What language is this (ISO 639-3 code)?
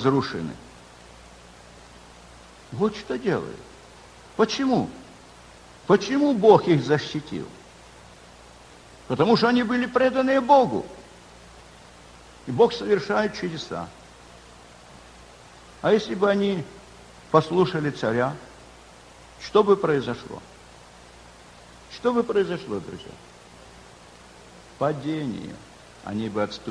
rus